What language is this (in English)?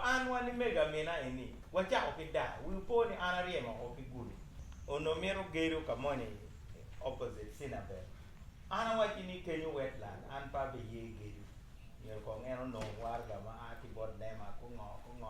Acoli